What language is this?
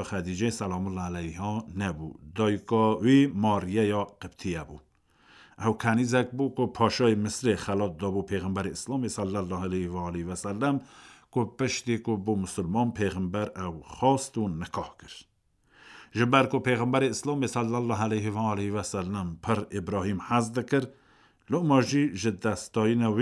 Kurdish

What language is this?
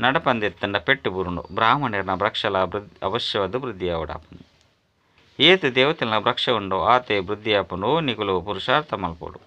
Tulu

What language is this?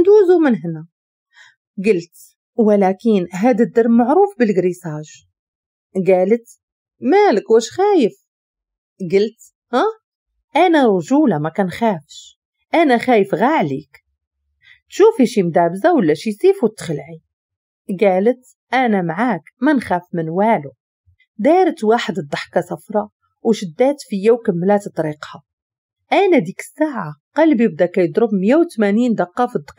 Moroccan Arabic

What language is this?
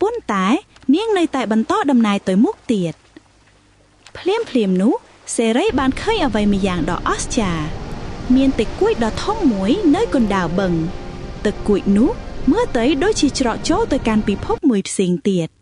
Khmer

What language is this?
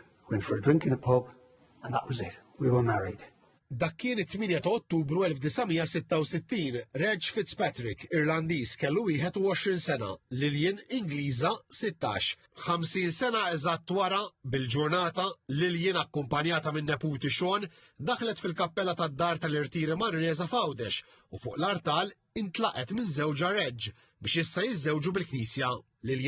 Maltese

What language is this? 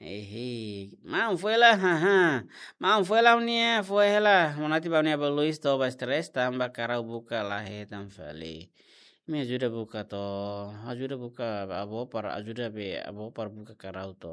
Tetum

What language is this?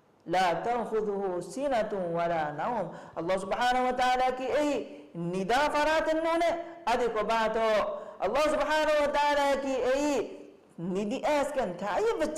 Divehi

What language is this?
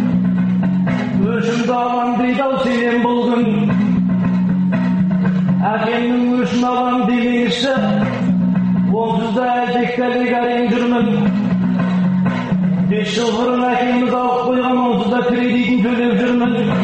Kazakh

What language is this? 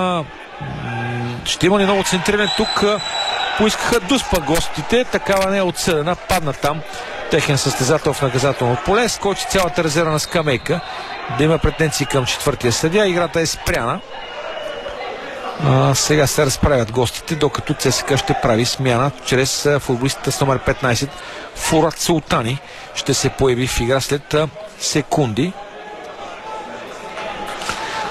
Bulgarian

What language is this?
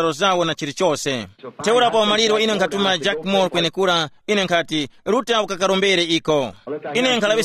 Tumbuka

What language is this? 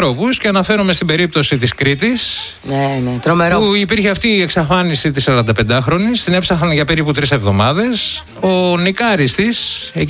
Greek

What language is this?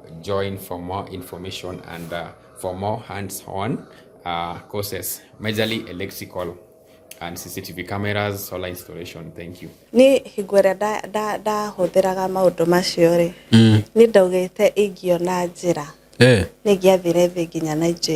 Kikuyu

